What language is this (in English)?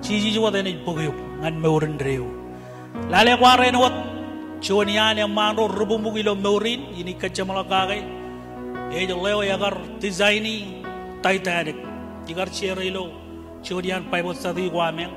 Marshallese